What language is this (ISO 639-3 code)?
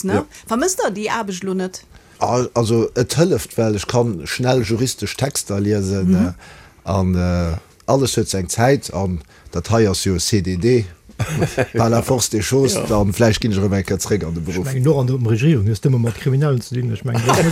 ltz